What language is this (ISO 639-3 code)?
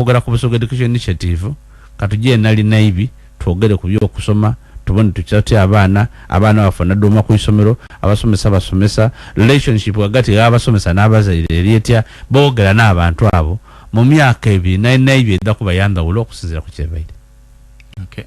lug